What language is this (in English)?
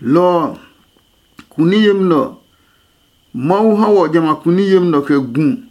Adangme